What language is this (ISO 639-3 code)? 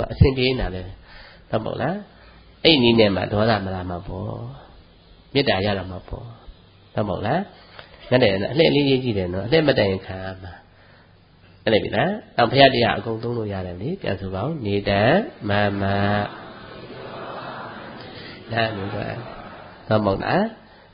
mya